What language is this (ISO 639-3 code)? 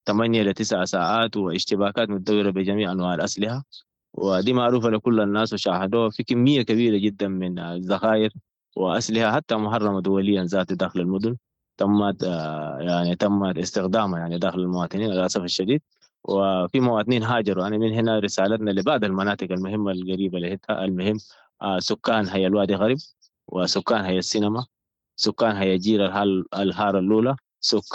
apd